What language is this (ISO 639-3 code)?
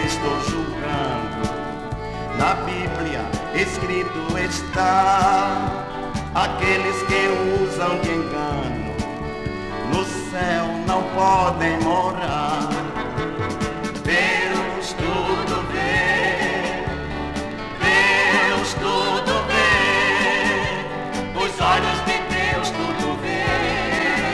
por